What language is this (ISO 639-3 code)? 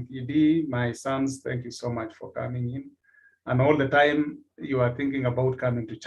kln